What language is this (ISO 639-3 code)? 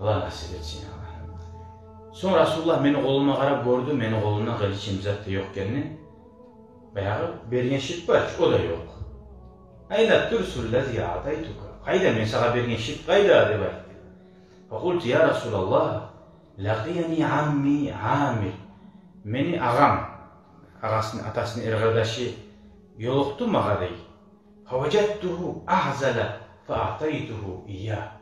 kum